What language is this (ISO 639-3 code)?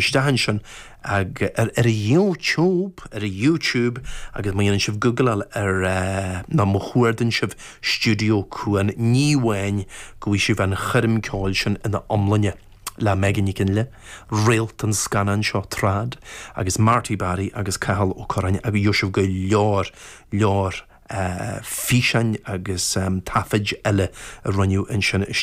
gle